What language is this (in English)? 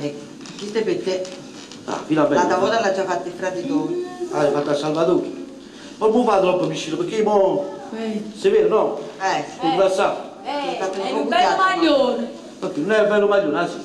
Neapolitan